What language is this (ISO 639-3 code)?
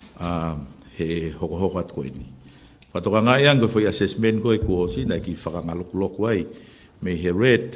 ton